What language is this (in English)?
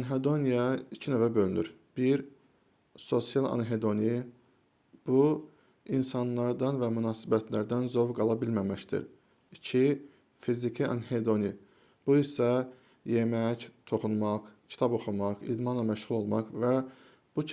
Azerbaijani